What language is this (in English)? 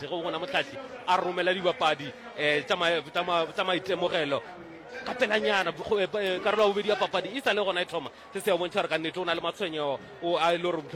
Northern Sotho